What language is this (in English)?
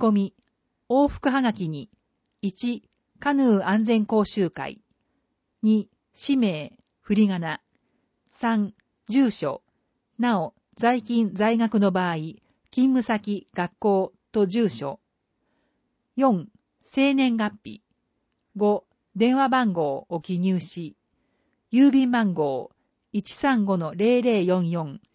Japanese